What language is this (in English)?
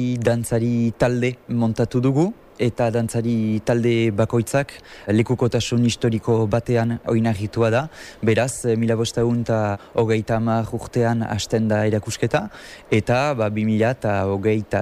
Basque